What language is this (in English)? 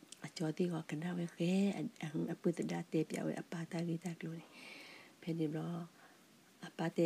S'gaw Karen